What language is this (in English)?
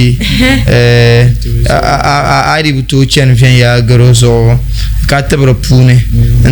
Dagbani